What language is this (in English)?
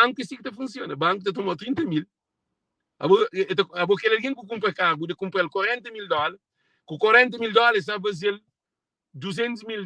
Kabuverdianu